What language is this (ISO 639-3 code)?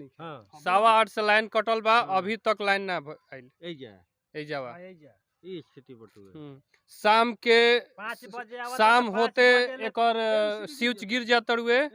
bho